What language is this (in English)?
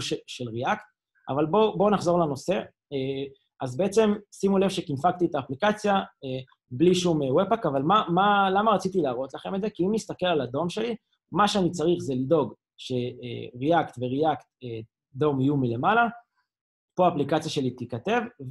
Hebrew